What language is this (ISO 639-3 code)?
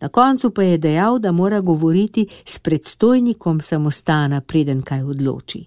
slv